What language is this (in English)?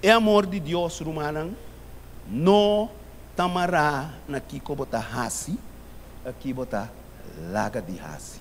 Papiamento